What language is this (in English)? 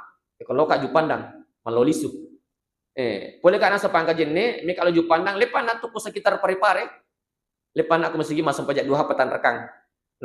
Buginese